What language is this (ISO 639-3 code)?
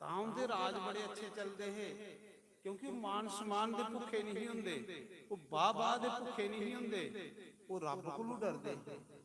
doi